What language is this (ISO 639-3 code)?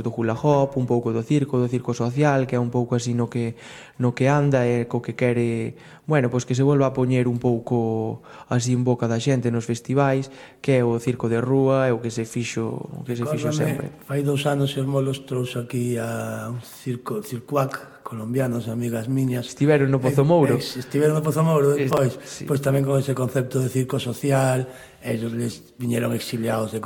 glg